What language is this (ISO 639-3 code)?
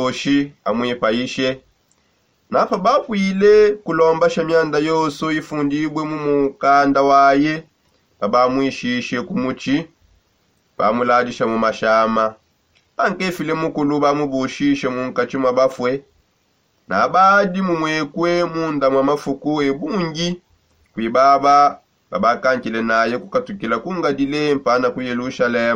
sop